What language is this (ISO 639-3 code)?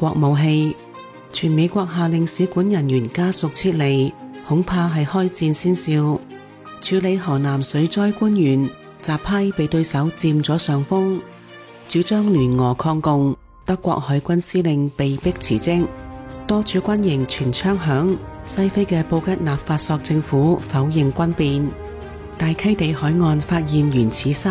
yue